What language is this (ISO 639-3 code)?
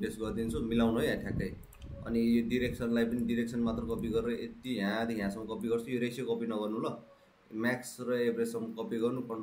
nep